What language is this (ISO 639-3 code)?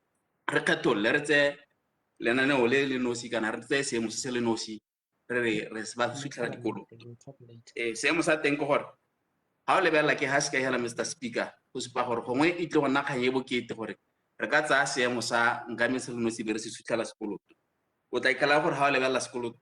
tsn